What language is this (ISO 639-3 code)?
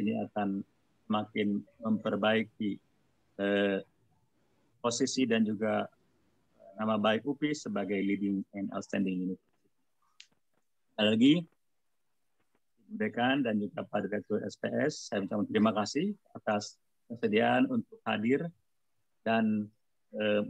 ind